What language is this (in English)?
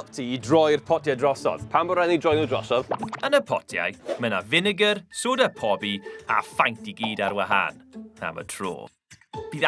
Welsh